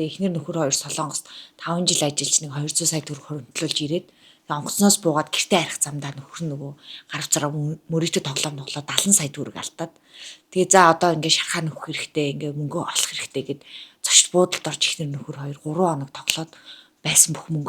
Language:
Mongolian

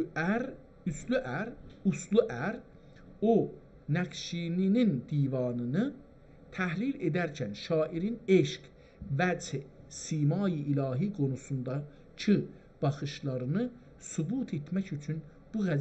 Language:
South Azerbaijani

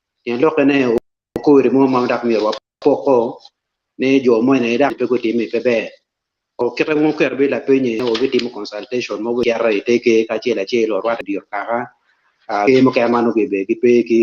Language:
Acoli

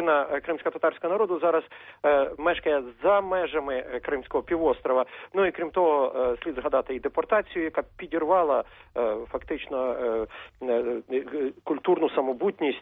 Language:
Ukrainian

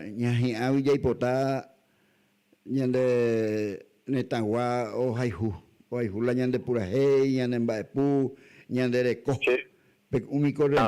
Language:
Guarani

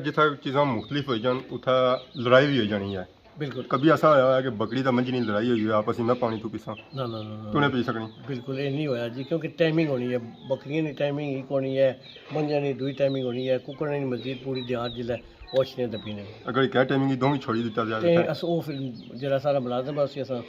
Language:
Pahari-Potwari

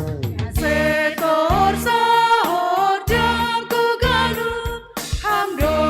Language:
Batak Simalungun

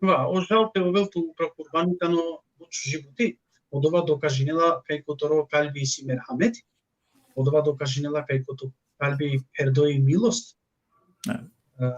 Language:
Balkan Romani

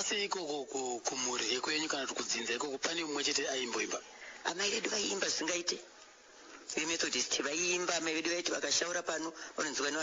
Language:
Shona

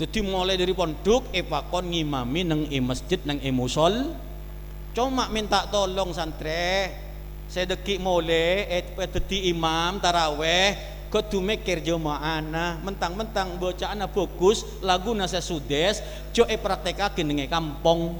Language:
Madurese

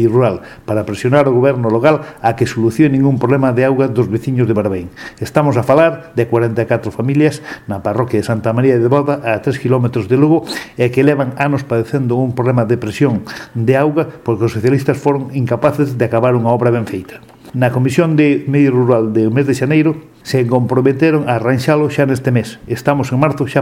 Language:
Galician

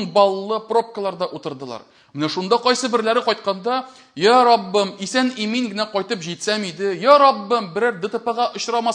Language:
Tatar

